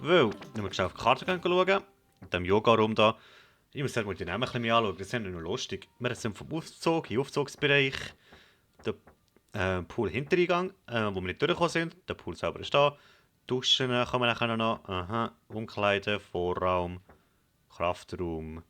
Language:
Swiss German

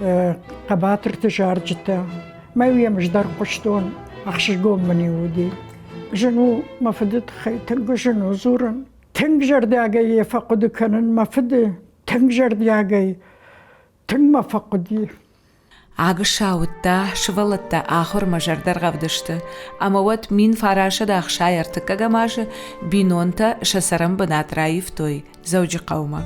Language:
Ossetic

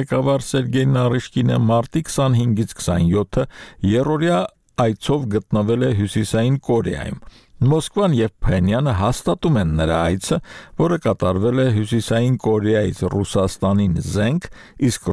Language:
Armenian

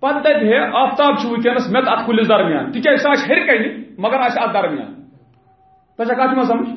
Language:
Kashmiri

